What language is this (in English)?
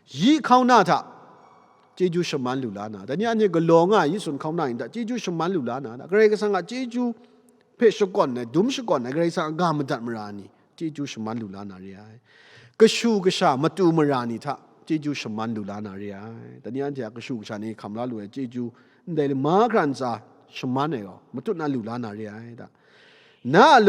Kachin